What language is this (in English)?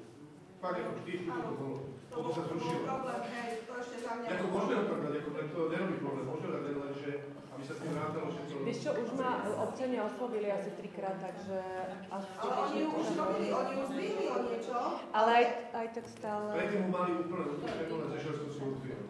Slovak